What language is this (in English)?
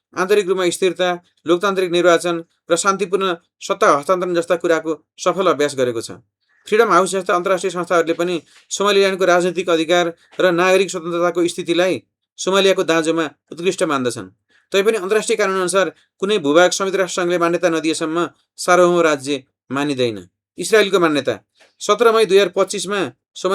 Nepali